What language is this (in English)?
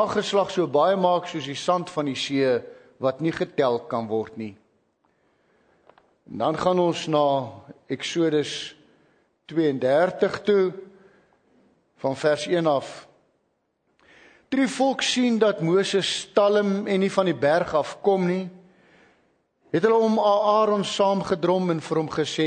Afrikaans